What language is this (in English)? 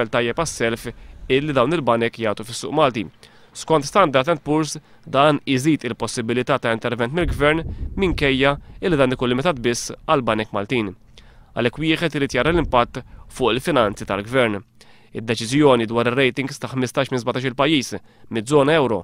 Maltese